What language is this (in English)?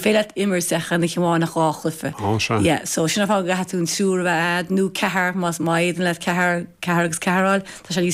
Irish